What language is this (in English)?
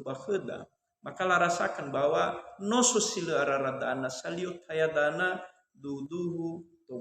Nias